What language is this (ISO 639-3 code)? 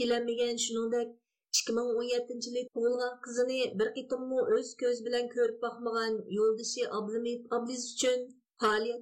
uig